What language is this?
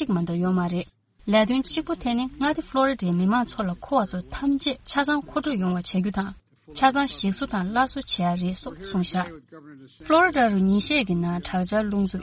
Tibetan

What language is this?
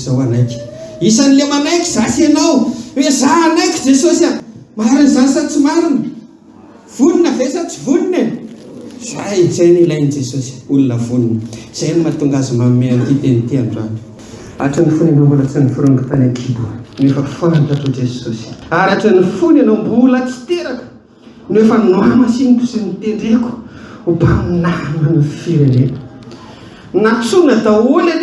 Malagasy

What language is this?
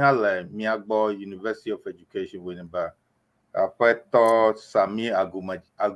Ewe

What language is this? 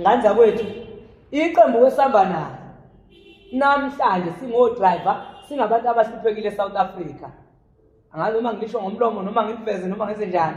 Zulu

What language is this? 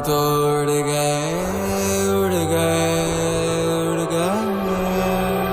Chhattisgarhi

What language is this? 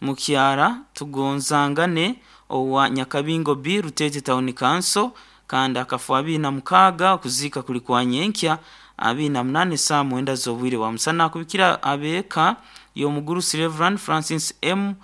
Nyankole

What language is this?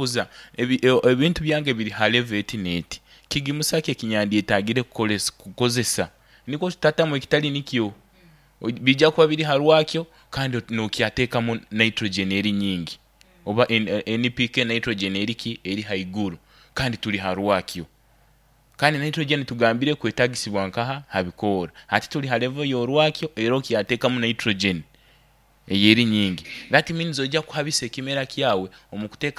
Nyoro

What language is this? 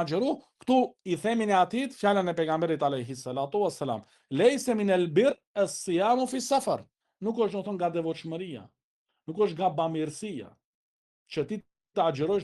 Albanian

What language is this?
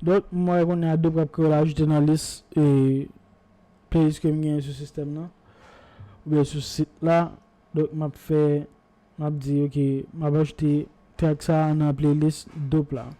Haitian Creole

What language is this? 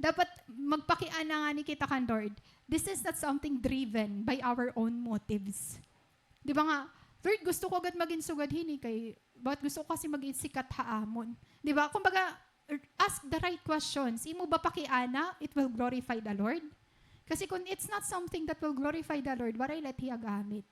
Waray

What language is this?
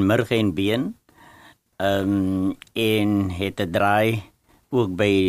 Afrikaans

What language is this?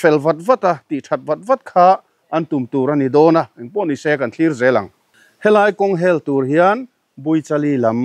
Mizo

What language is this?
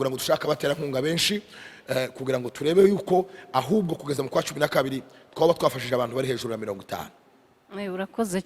Kinyarwanda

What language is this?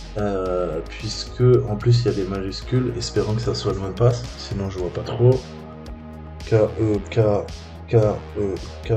French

